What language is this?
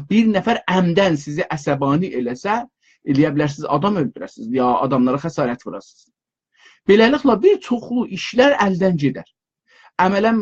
South Azerbaijani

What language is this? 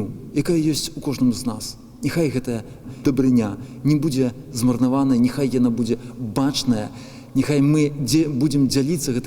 Belarusian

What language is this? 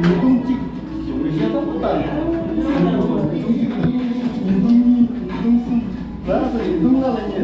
Tibetan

